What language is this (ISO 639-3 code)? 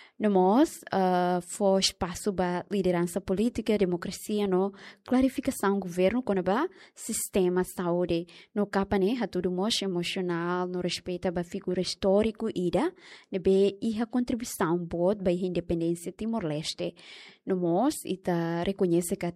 tet